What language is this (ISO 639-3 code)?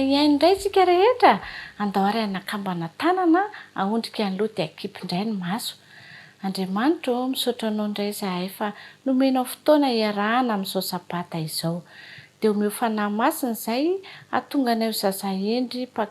mlg